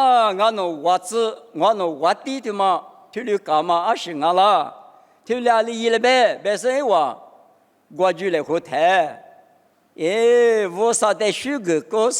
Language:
Lisu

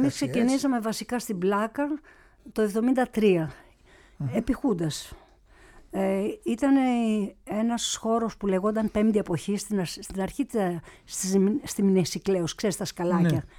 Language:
Greek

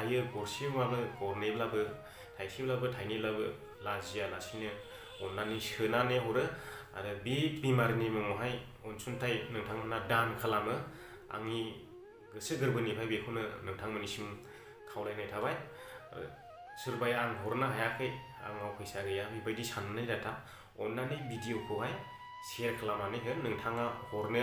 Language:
Bodo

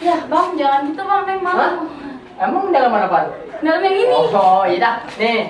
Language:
Betawi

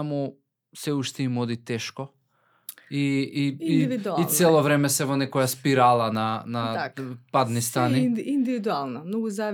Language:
Macedonian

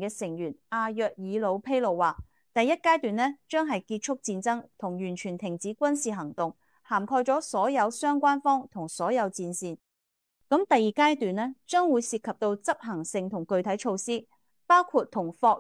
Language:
Cantonese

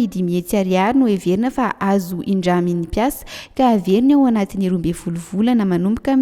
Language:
Malagasy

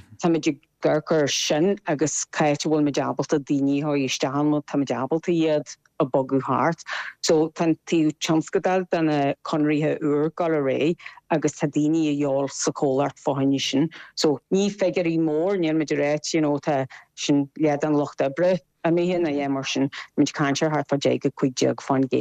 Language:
Irish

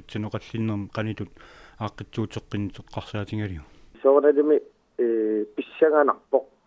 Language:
Kalaallisut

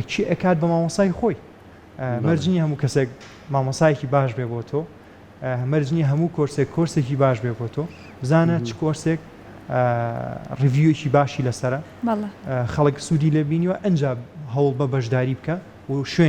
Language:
Central Kurdish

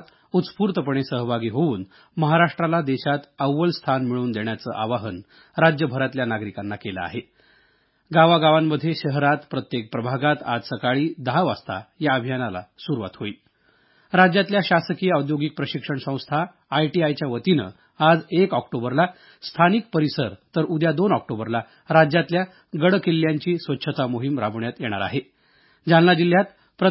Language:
Marathi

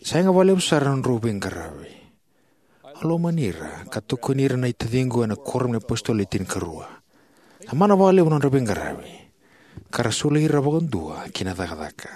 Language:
Fijian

